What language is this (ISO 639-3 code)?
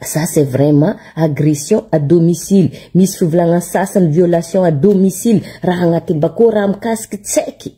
mlg